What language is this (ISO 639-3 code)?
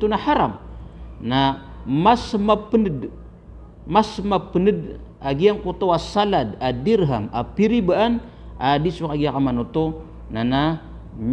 mrw